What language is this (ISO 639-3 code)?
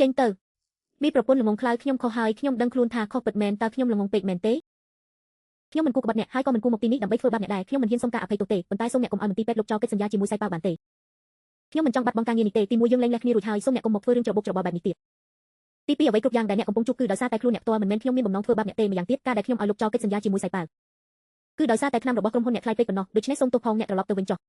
khm